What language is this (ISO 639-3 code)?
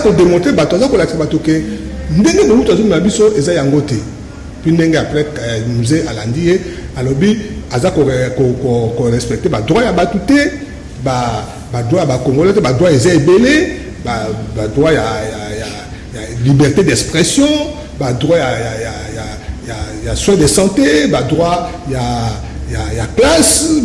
lin